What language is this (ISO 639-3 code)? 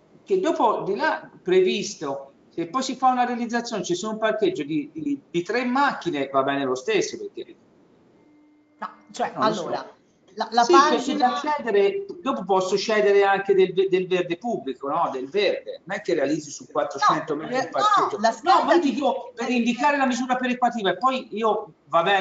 ita